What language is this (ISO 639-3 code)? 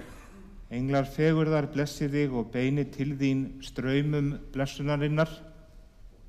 isl